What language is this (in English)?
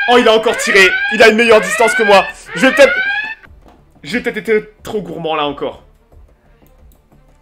French